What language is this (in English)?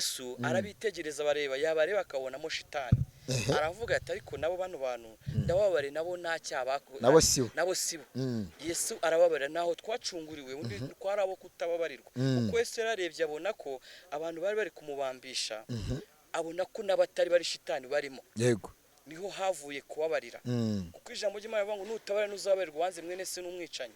Kinyarwanda